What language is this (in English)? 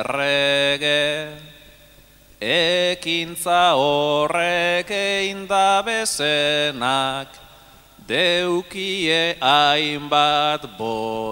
Basque